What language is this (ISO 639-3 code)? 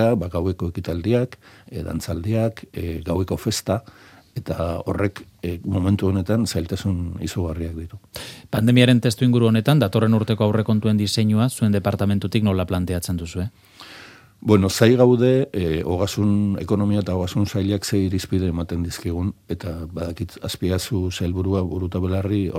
eus